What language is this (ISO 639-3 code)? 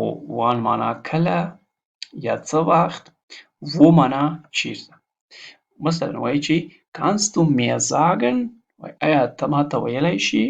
pus